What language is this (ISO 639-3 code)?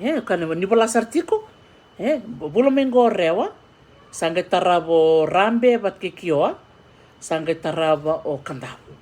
fij